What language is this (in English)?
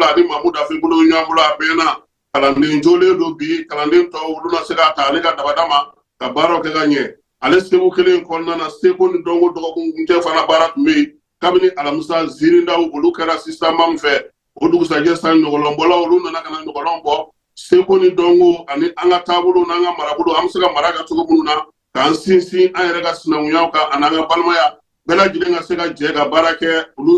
Bambara